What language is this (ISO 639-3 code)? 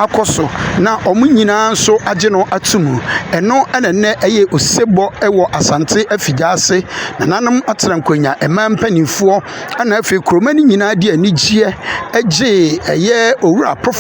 aka